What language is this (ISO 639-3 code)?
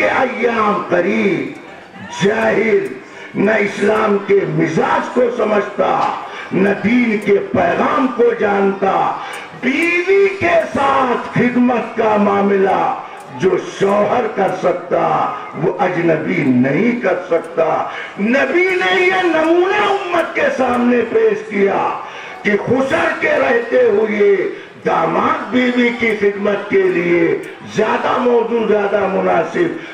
urd